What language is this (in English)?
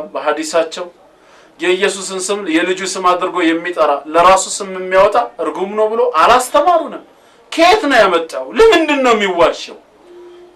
Amharic